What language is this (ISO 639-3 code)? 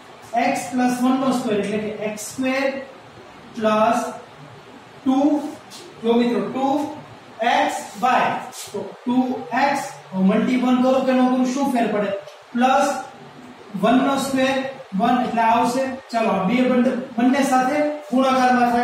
guj